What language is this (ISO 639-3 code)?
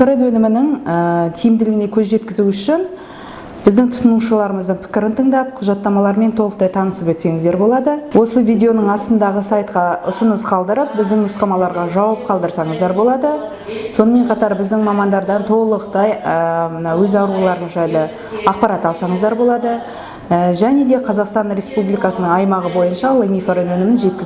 kaz